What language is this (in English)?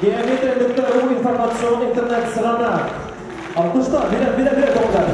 Bashkir